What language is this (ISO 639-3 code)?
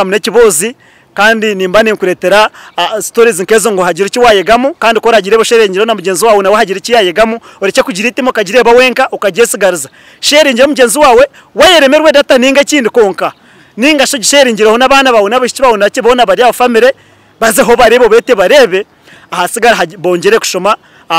nyn